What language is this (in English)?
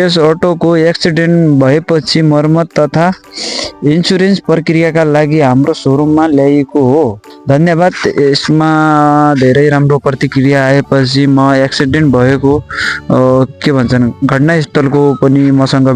Nepali